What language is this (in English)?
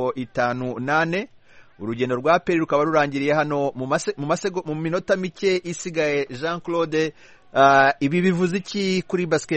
Kinyarwanda